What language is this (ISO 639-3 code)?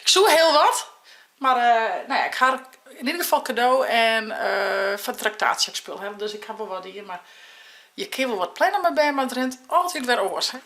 fry